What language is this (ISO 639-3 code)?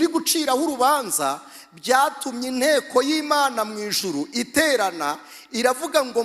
kin